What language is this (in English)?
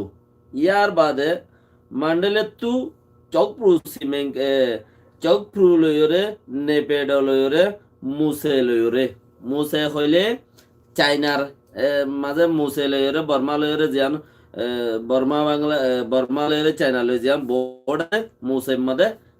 Rohingya